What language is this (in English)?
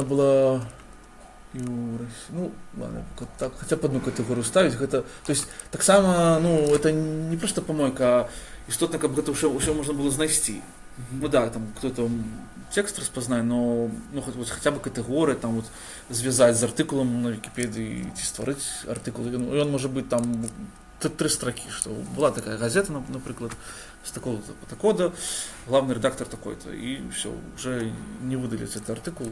Belarusian